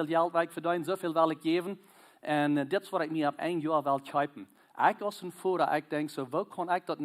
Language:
Plautdietsch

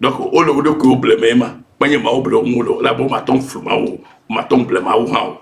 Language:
Ewe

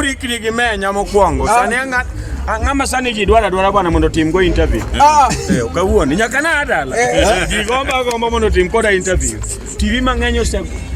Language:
Luo (Kenya and Tanzania)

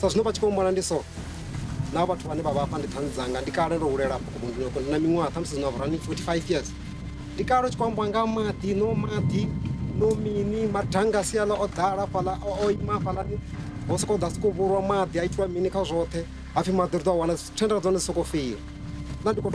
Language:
Venda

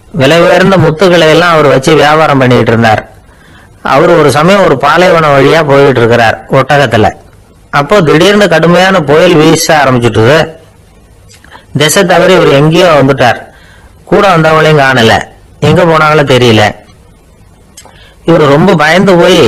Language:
Tamil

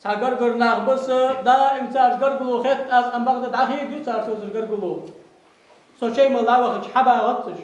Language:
Ingush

